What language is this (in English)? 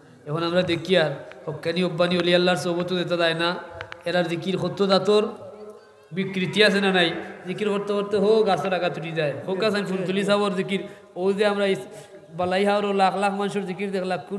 Sylheti